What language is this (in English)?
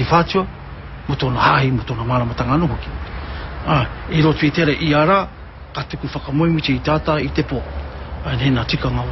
Māori